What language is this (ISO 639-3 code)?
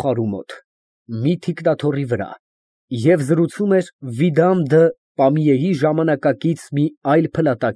hye